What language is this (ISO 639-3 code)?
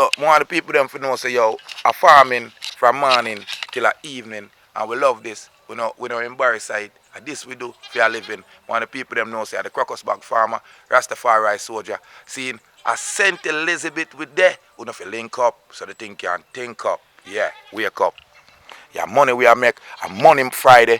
jam